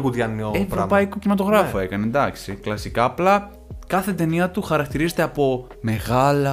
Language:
Greek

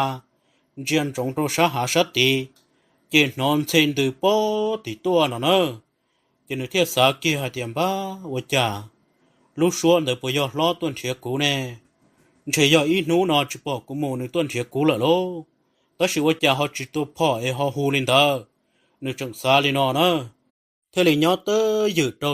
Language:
Hmong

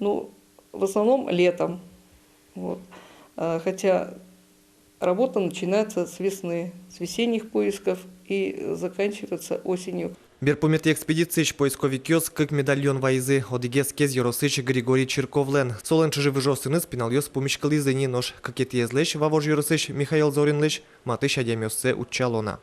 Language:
Udmurt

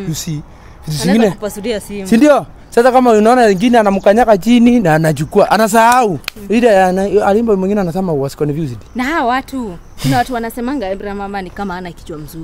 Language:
Swahili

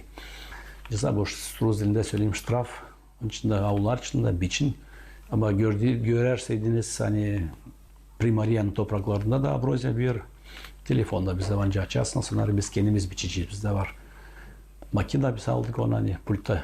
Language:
Gagauz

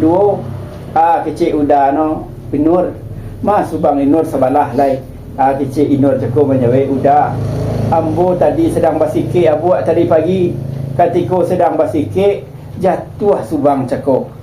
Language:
Minangkabau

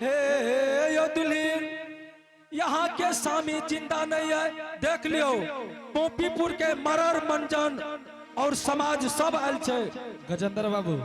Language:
Angika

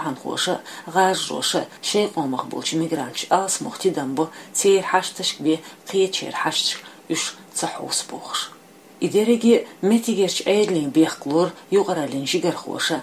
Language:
Chechen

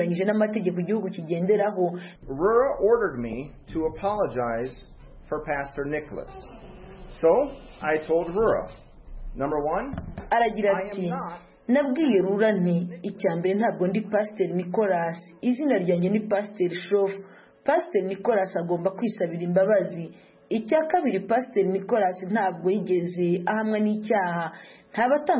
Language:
Kinyarwanda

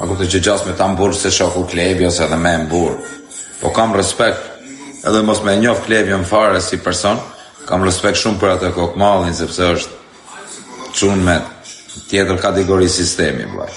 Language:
Albanian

